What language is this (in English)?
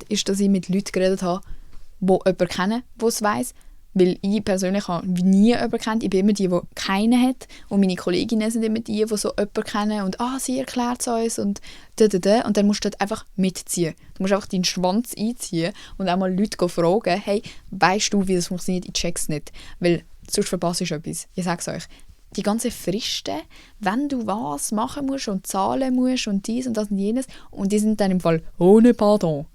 Swiss German